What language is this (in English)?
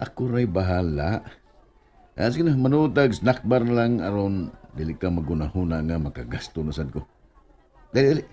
Cebuano